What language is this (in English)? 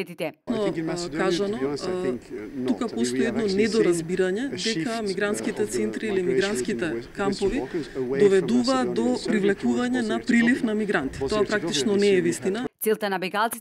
Macedonian